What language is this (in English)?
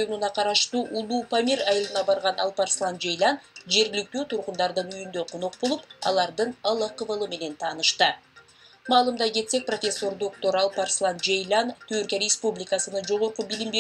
Kyrgyz